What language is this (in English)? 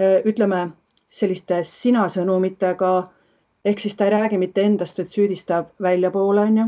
Estonian